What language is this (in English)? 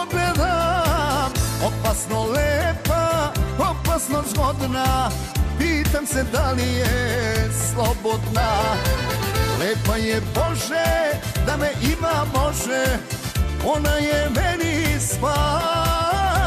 Serbian